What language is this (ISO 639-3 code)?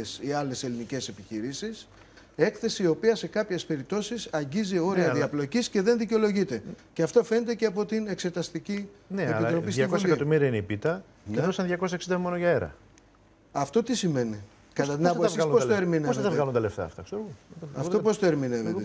ell